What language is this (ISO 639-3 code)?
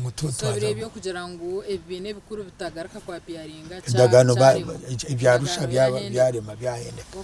nyn